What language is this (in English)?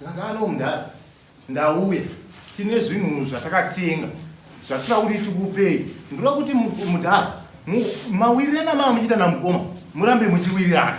Shona